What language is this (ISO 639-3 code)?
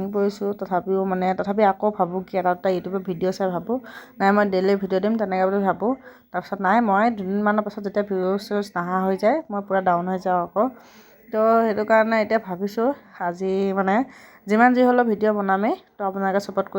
asm